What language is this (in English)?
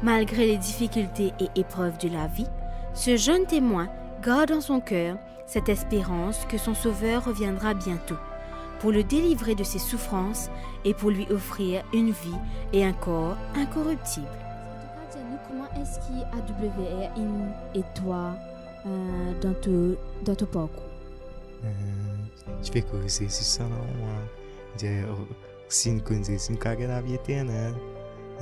Morisyen